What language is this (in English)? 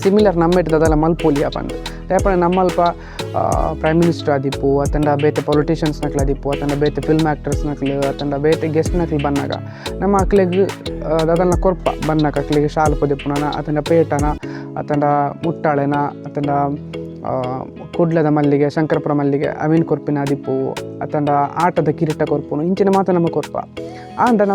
Tulu